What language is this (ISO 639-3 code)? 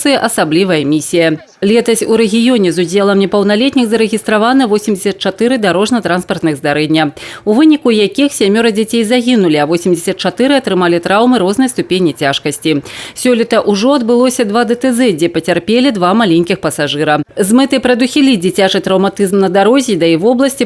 bel